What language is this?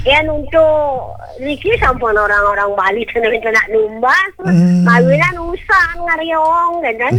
Balinese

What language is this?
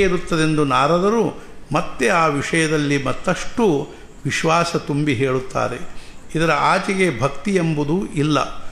Kannada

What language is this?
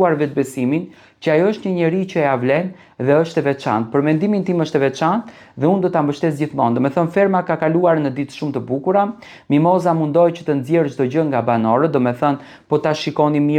Albanian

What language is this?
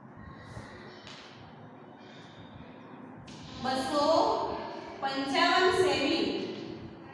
Gujarati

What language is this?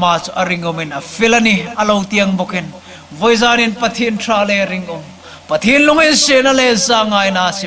Hmar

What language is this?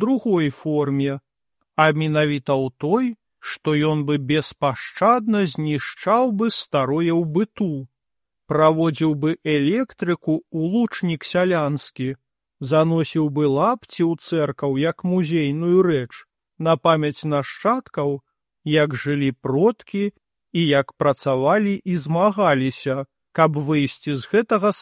Belarusian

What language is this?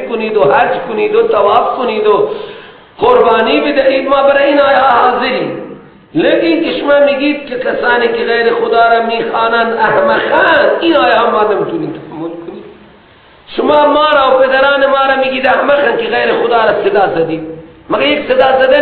Persian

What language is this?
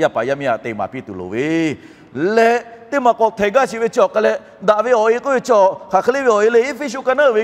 Lahu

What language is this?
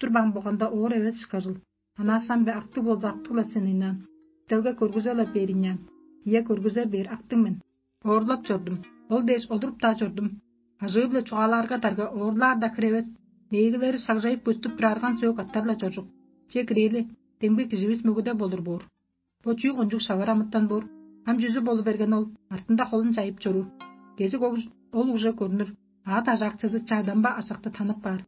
Tuvinian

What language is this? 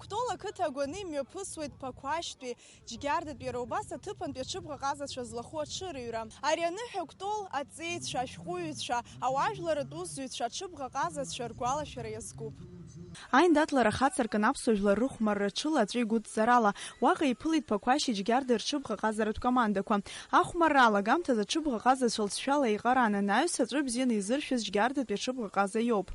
Abkhazian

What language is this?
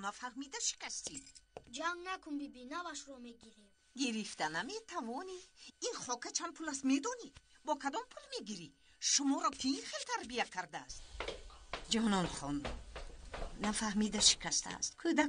Tajik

